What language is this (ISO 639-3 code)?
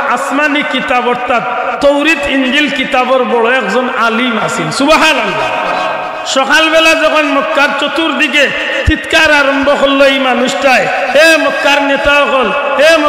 syl